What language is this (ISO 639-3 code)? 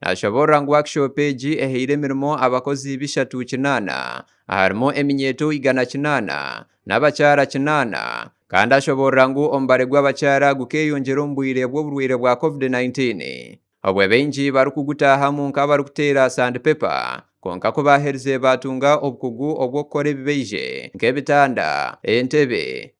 nyn